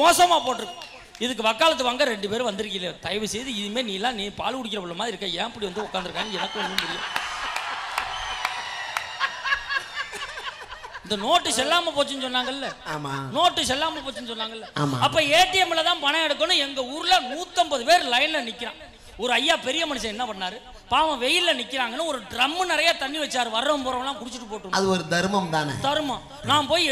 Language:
Tamil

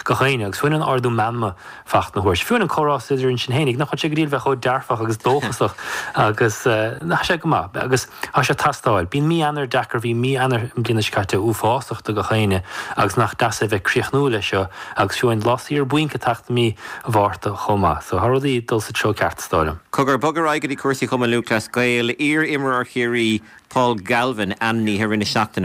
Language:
Irish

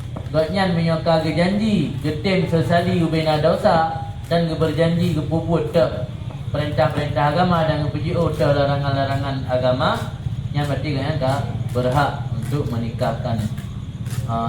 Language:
Achinese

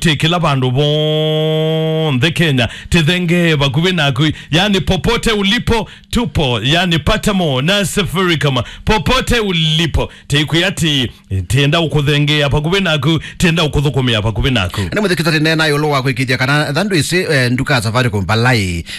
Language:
Kamba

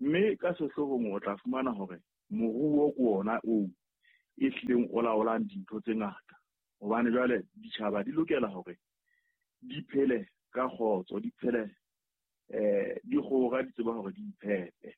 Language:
Southern Sotho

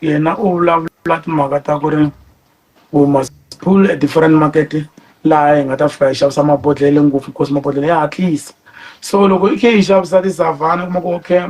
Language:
Tsonga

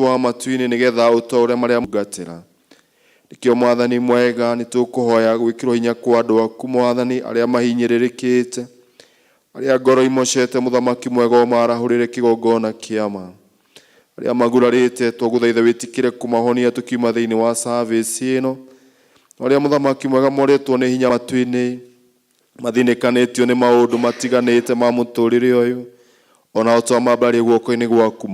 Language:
Kikuyu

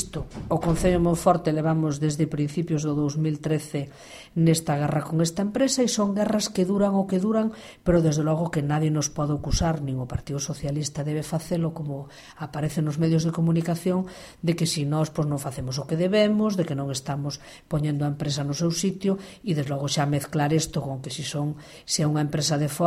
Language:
Galician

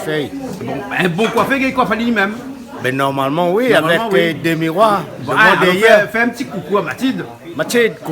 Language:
Réunion Creole French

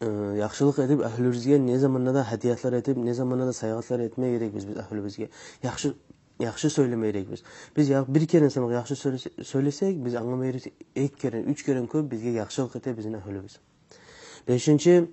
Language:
Kumyk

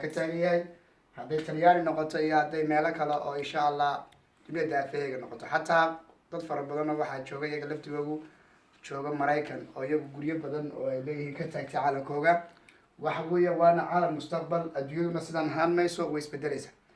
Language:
Somali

